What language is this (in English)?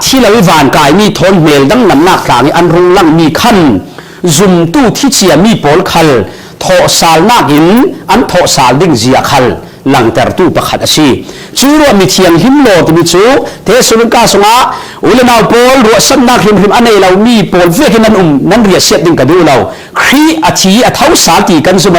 Falam Chin